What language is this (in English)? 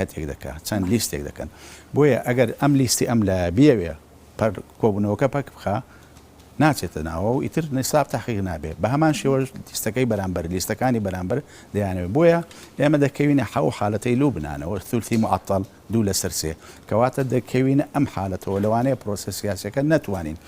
Central Kurdish